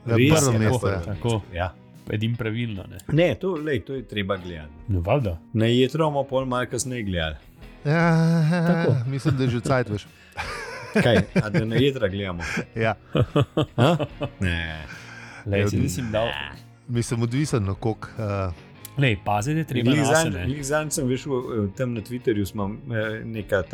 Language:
Slovenian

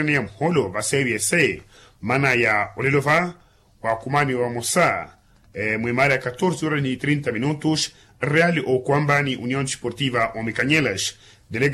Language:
Makhuwa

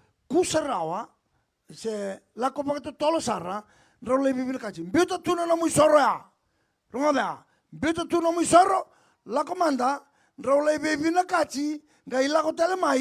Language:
Fijian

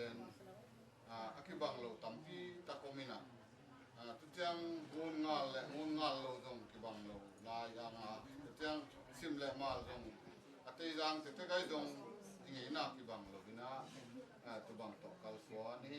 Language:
Tedim Chin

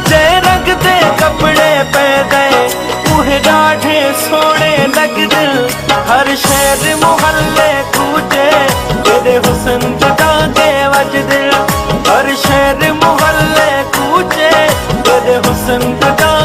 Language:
Pahari-Potwari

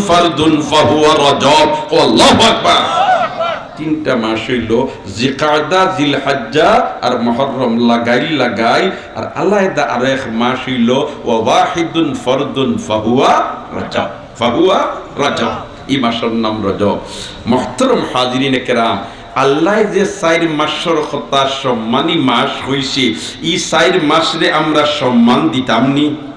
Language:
Sylheti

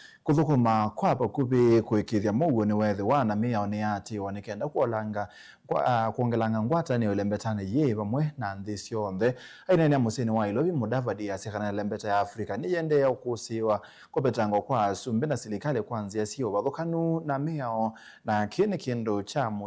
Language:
Kamba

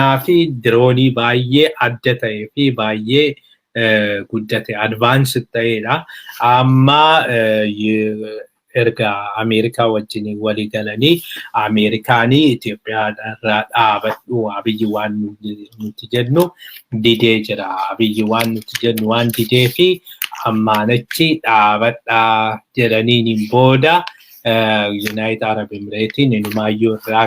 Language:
Oromo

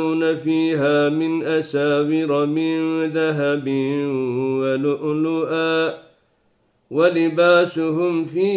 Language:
Arabic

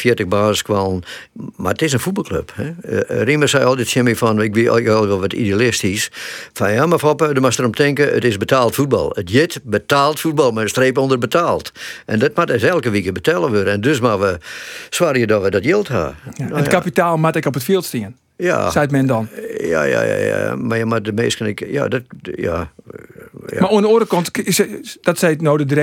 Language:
Western Frisian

